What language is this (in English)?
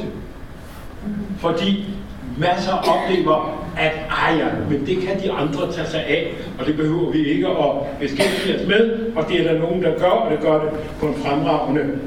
Danish